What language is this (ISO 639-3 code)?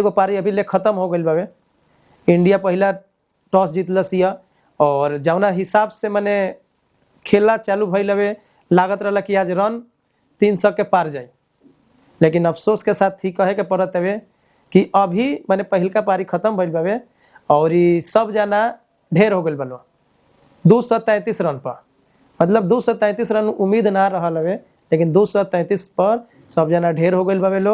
bho